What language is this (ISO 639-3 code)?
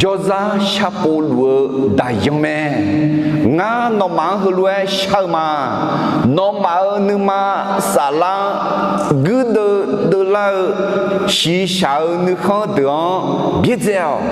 ahk